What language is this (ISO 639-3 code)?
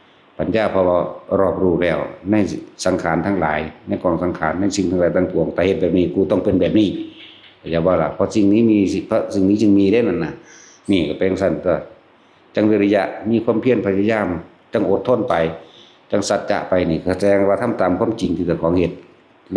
tts